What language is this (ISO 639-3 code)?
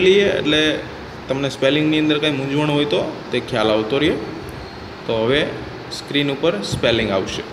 guj